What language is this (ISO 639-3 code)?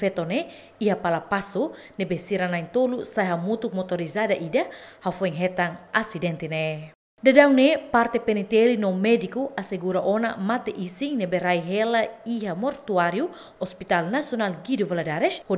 tet